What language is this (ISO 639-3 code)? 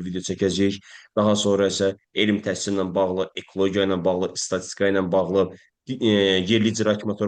aze